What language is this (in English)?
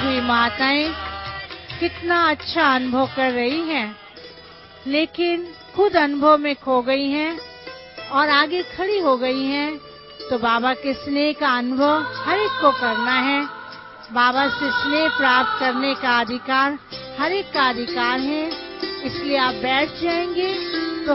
Hindi